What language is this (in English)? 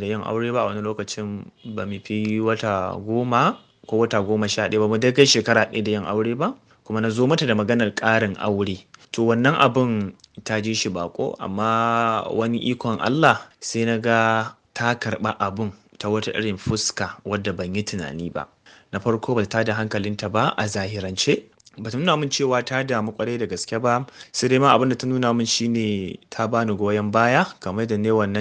Hausa